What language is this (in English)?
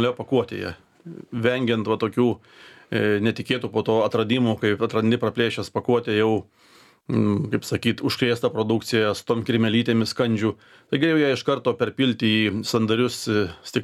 Lithuanian